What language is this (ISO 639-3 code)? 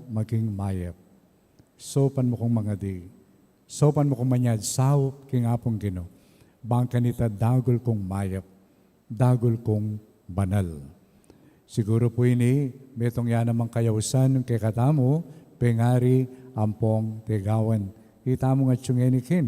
pam